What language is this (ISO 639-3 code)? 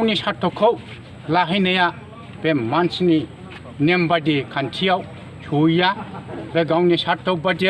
brx